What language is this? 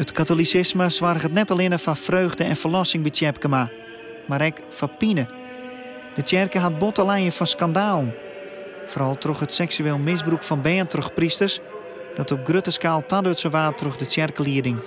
Western Frisian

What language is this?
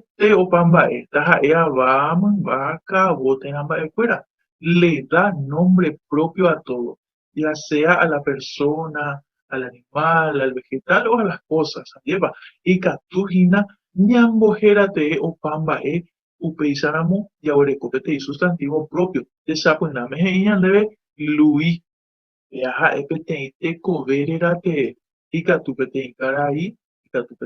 Guarani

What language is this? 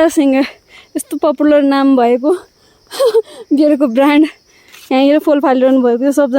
Nepali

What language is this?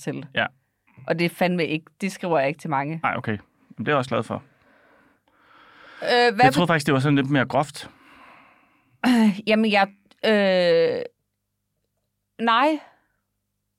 Danish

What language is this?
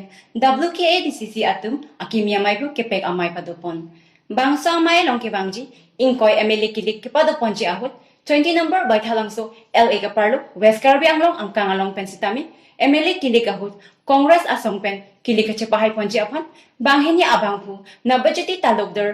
Karbi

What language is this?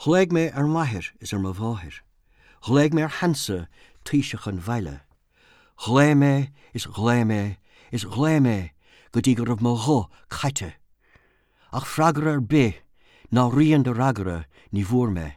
Irish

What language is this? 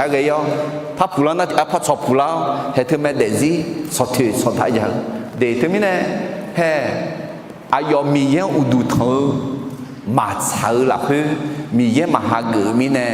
Akha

